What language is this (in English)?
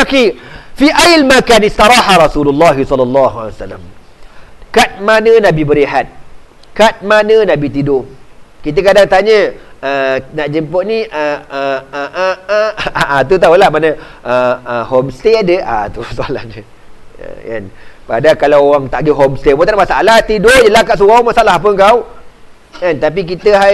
Malay